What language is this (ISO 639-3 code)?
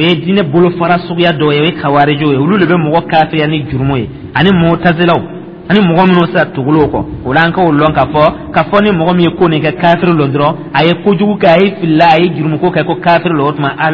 dyu